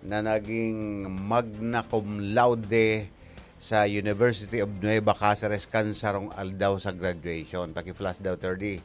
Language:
Bikol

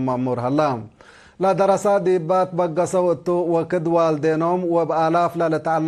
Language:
Tigre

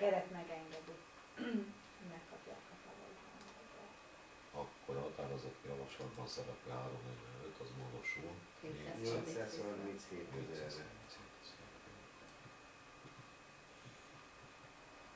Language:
Hungarian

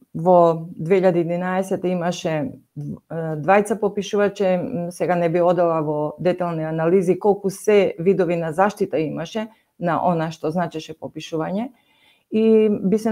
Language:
Macedonian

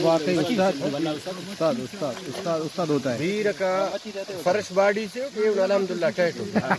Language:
Brahui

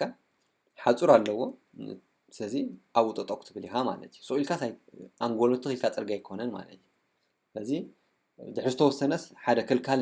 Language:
Tigrinya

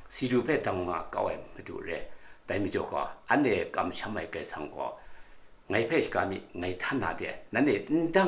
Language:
Kachin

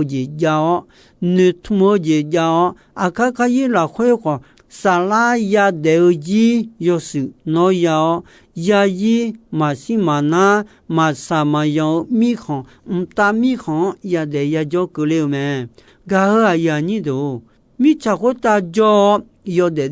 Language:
Akha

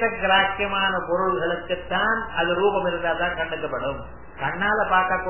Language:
Tamil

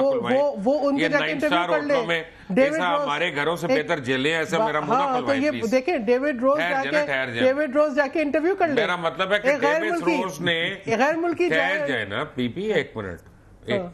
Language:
Urdu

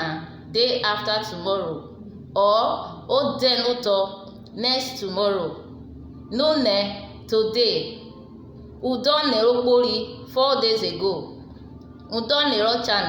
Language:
Urhobo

